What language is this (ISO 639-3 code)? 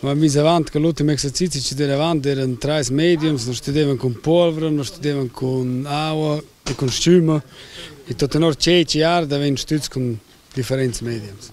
roh